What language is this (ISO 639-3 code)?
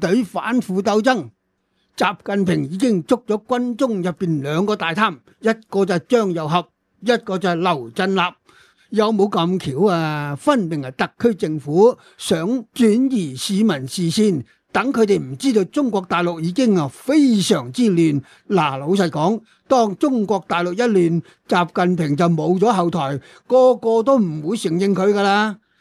yue